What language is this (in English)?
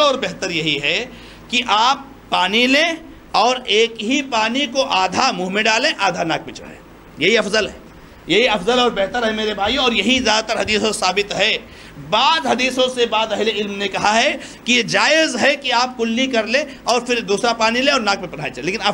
Urdu